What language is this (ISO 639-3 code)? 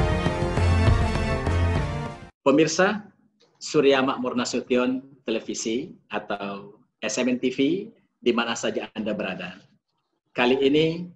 ind